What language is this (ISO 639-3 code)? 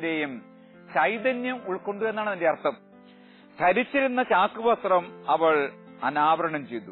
mal